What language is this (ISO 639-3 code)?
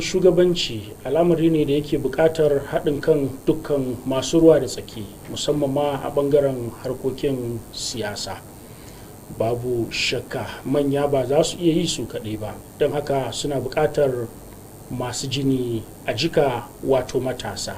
hau